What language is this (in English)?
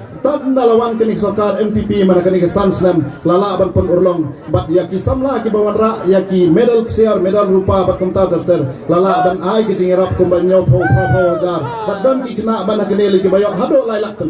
Khasi